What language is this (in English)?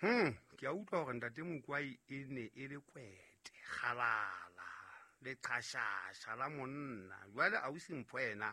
Southern Sotho